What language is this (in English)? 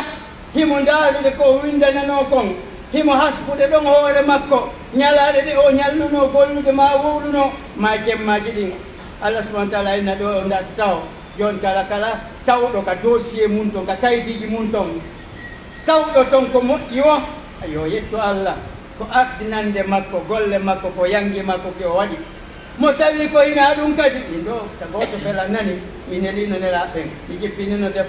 Pular